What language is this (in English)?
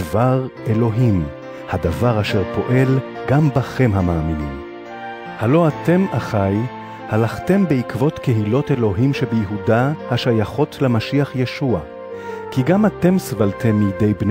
Hebrew